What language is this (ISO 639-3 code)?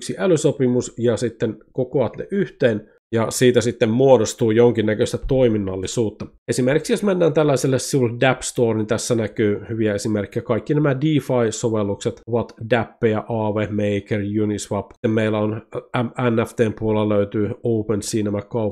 fin